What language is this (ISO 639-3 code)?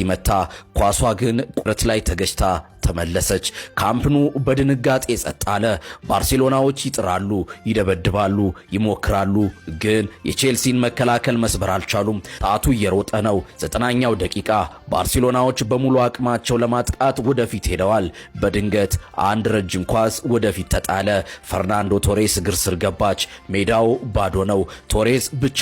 amh